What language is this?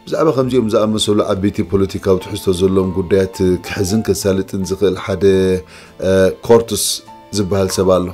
Tigrinya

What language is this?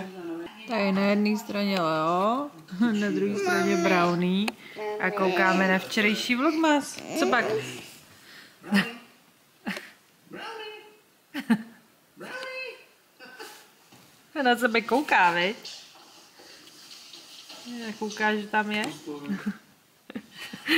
Czech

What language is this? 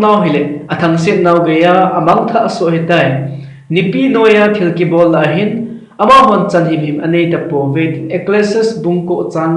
Thado Chin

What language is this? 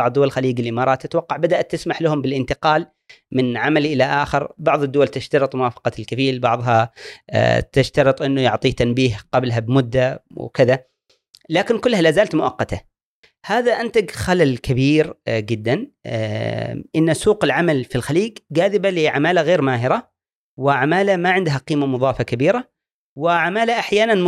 Gulf Arabic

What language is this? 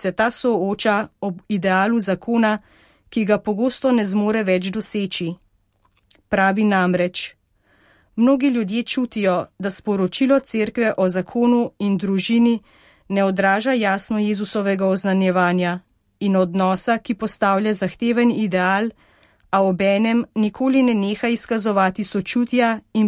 Slovenian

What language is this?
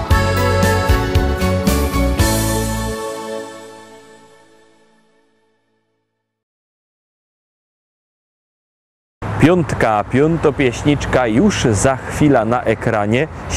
Polish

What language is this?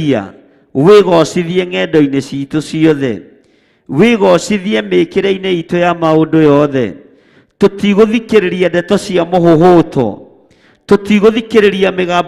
Kikuyu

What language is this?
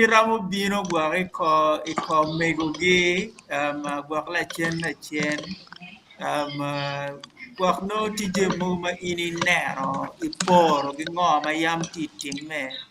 Acoli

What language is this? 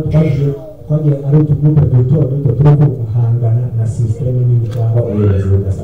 Kinyarwanda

